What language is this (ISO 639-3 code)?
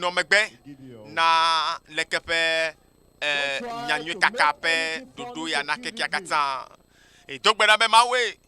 ewe